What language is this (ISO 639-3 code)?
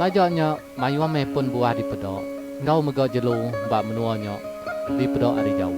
iba